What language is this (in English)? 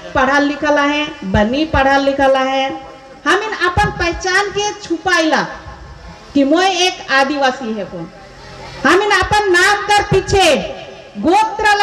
Sadri